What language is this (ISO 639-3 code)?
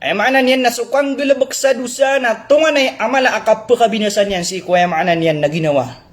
mrw